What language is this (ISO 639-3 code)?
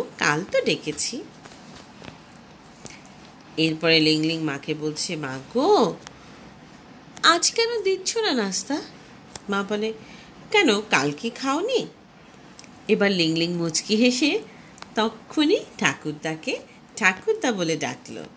ben